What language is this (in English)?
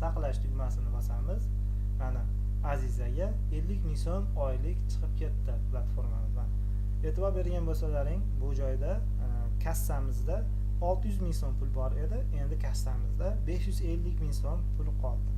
Uzbek